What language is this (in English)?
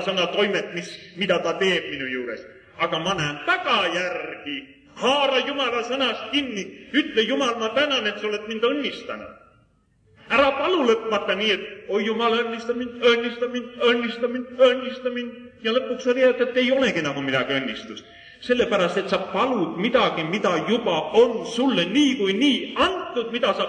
Estonian